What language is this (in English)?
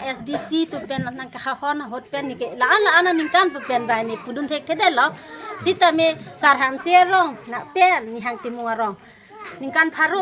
Karbi